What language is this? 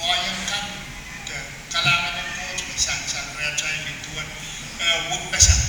Pohnpeian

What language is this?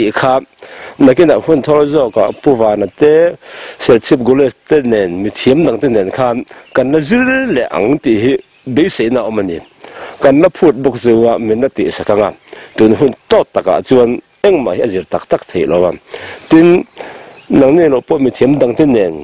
Mizo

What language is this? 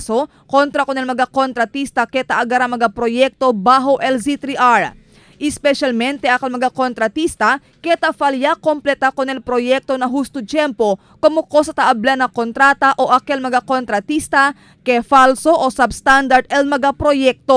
Chavacano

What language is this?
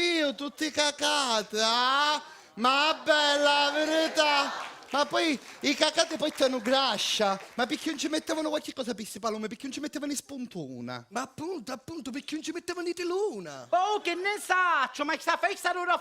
Sicilian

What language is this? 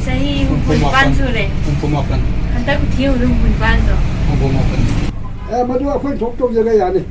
Manipuri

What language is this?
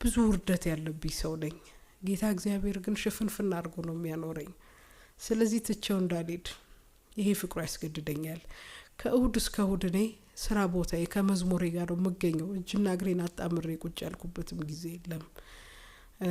Amharic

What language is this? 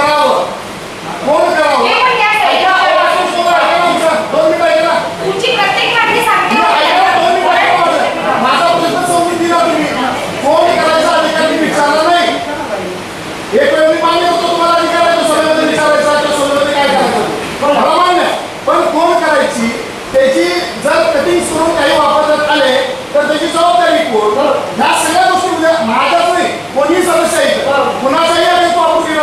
Marathi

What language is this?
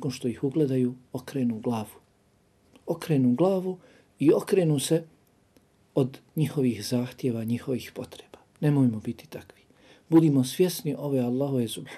Bosnian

